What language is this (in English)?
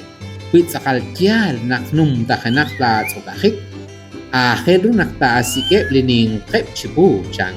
Kekchí